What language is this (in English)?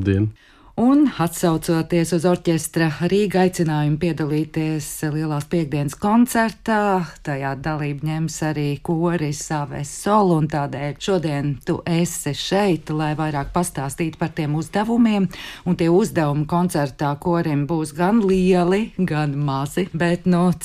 Latvian